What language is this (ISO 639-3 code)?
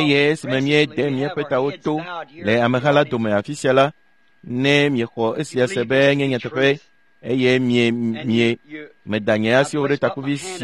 ewe